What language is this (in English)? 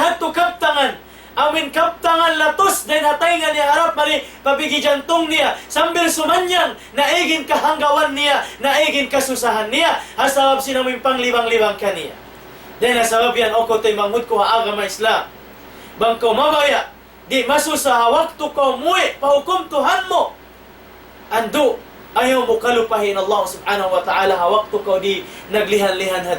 Tausug